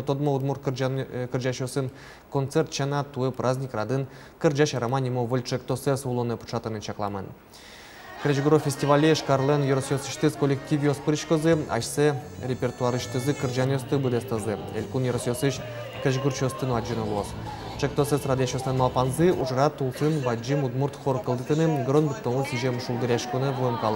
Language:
Udmurt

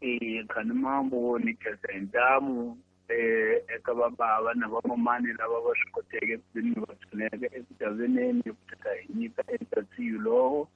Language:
Tsonga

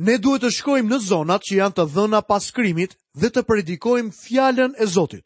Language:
Albanian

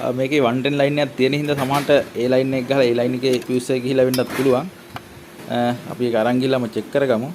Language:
Sinhala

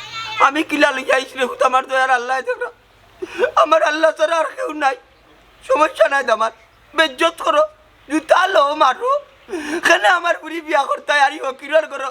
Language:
Sylheti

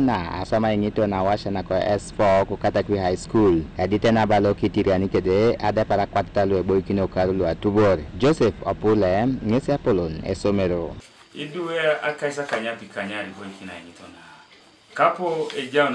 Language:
Teso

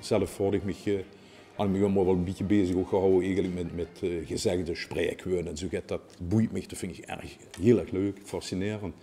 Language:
Limburgish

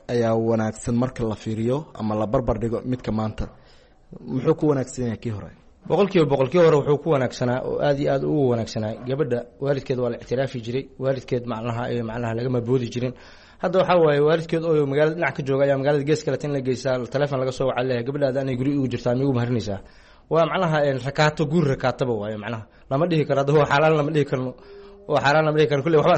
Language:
Somali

